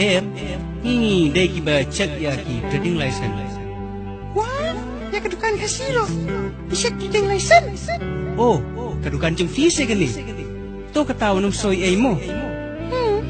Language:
Khasi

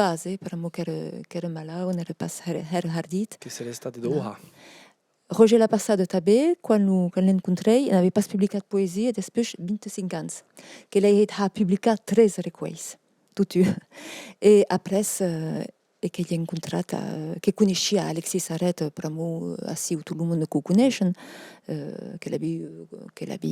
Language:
Occitan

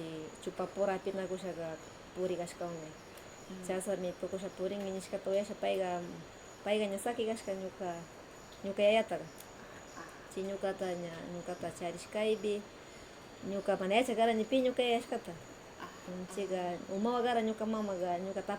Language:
Northern Pastaza Quichua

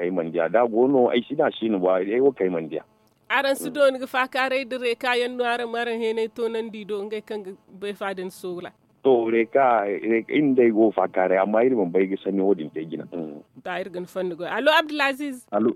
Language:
Zarma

